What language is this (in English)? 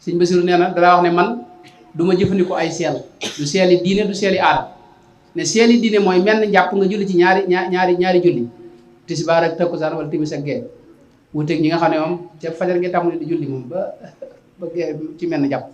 Wolof